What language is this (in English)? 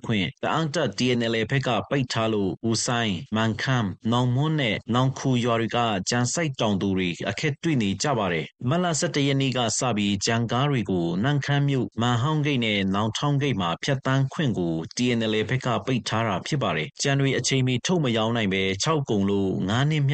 Burmese